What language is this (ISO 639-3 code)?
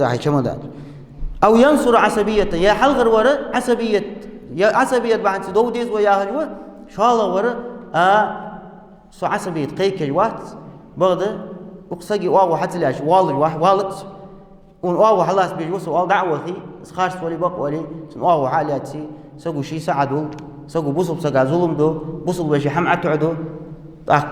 inh